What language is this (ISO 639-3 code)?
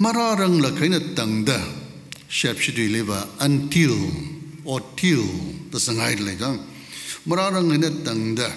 nmf